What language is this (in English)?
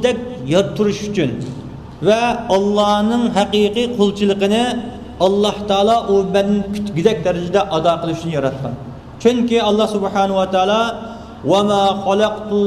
Uyghur